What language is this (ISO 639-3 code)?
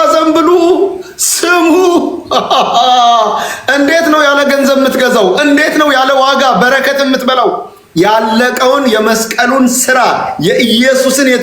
amh